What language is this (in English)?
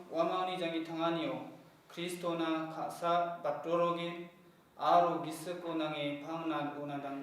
Garo